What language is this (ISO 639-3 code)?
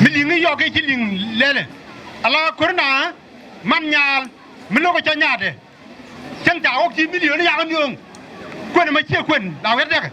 nus